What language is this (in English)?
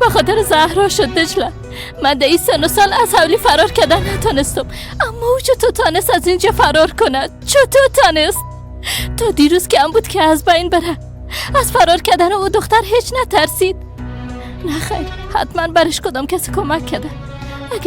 Persian